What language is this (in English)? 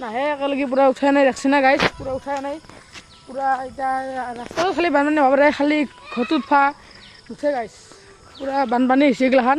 Assamese